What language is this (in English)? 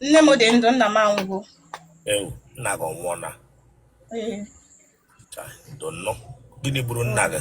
Igbo